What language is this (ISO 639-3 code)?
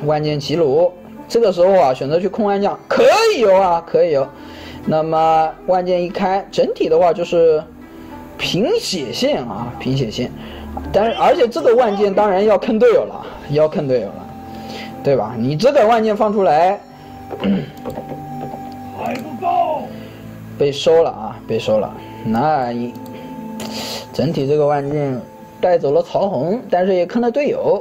zho